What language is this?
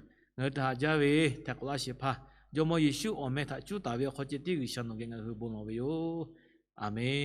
Lahu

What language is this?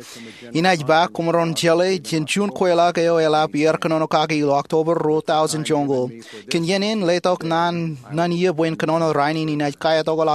Marshallese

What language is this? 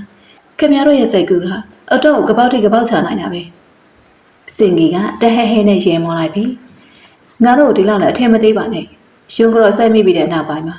Burmese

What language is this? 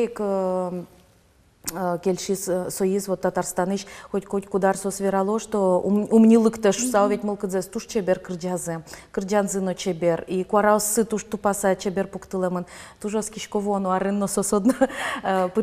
Udmurt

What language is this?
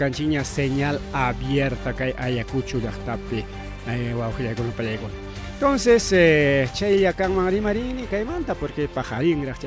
Ayacucho Quechua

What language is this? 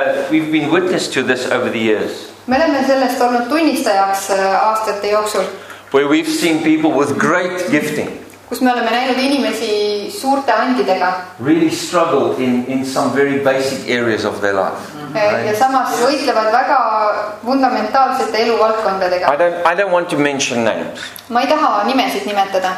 Estonian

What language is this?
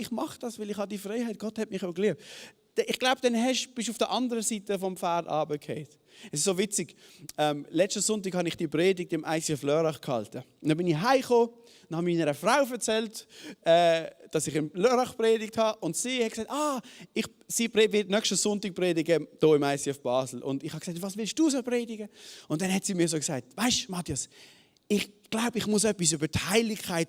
Swiss German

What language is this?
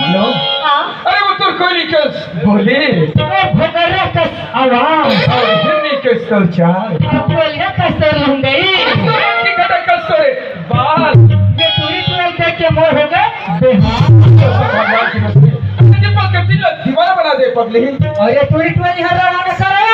Chhattisgarhi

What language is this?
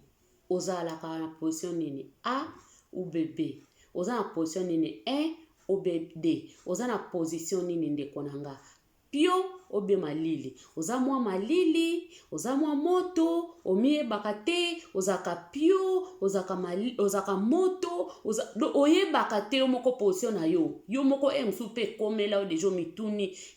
Lingala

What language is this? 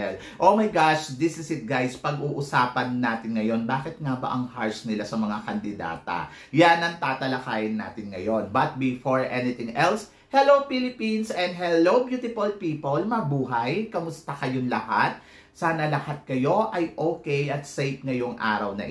Filipino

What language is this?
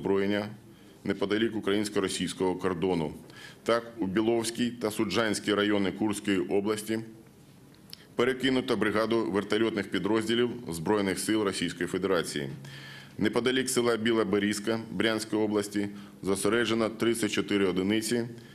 Ukrainian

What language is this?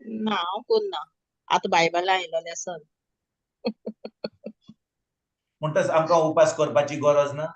Konkani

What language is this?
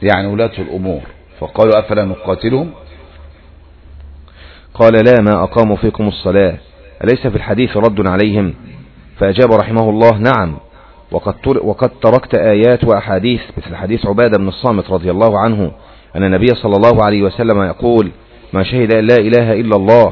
Arabic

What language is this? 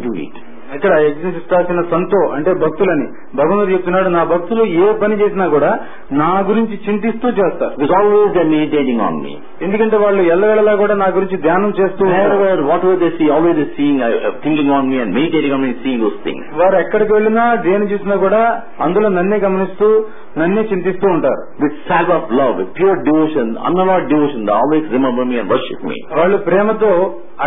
Telugu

